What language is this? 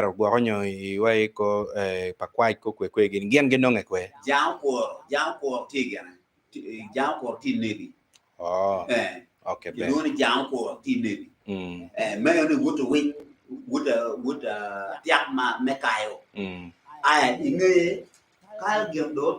Acoli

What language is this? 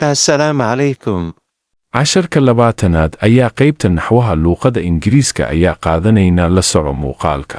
Somali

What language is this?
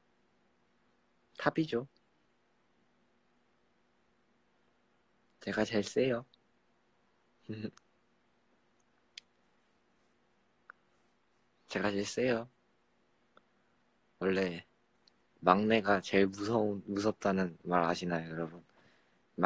Korean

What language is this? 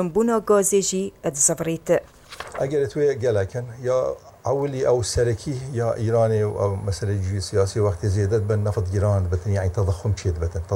Kurdish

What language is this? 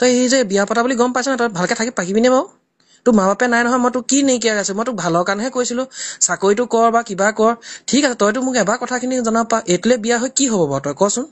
Assamese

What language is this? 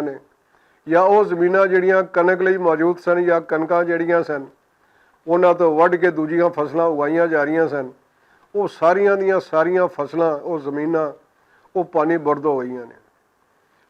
Western Panjabi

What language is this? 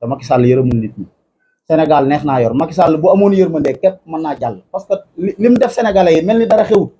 Wolof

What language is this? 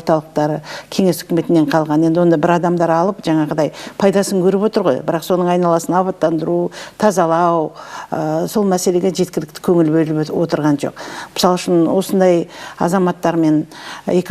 Kazakh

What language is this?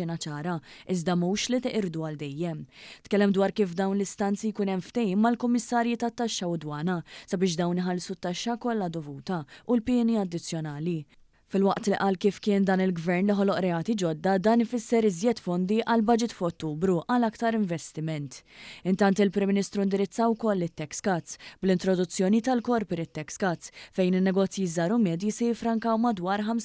Maltese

